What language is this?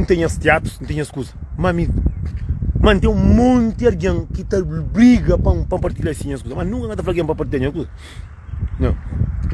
Kabuverdianu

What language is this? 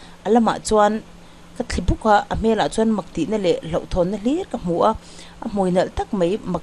Mizo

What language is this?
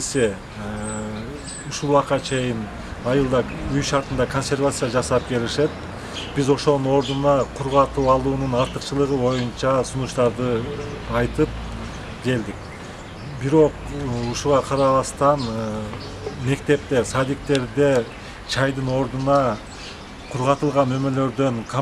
Kyrgyz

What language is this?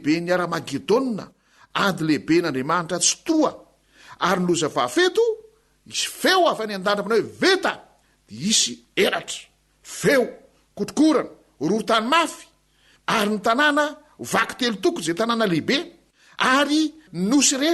Malagasy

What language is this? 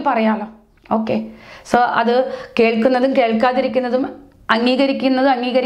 Malayalam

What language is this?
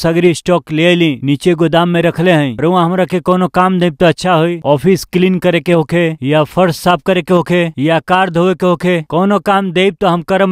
Bhojpuri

